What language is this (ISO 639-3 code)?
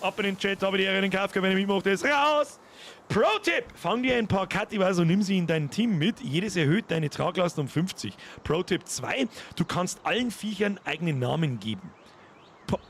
bar